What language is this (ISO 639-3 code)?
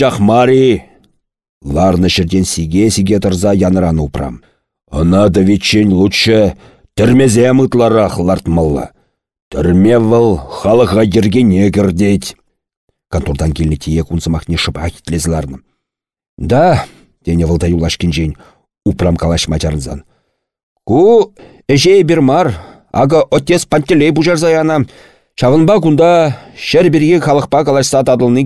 chv